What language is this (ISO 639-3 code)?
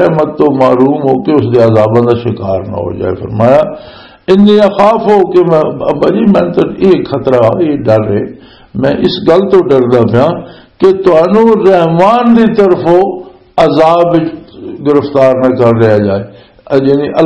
lah